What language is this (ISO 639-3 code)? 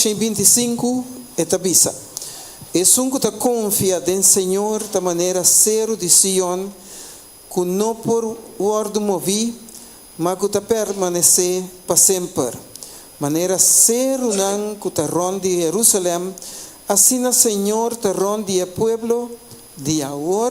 pap